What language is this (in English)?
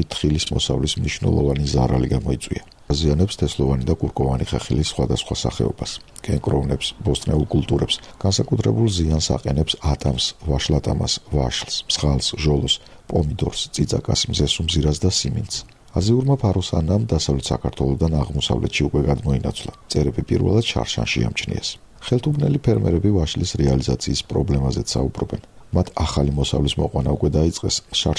Georgian